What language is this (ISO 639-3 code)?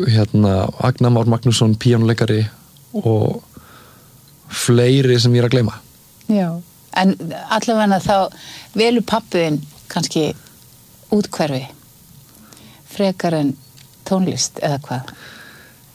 isl